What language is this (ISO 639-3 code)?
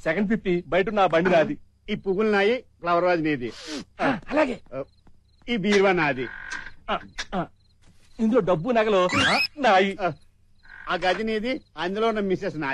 tel